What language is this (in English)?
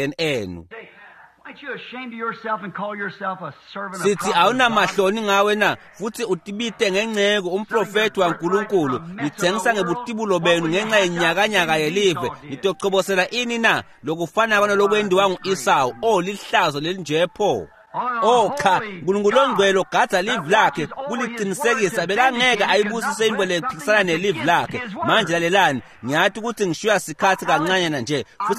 Swati